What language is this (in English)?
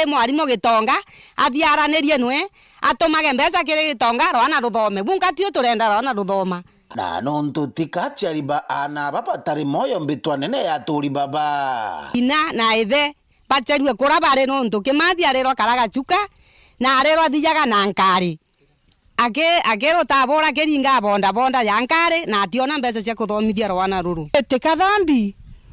Meru